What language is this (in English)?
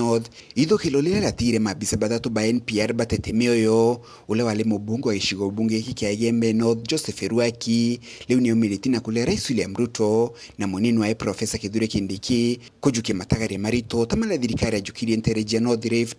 Meru